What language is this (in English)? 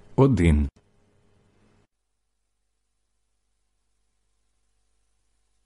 Ukrainian